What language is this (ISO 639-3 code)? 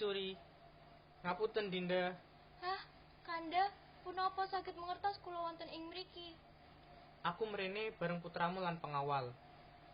jav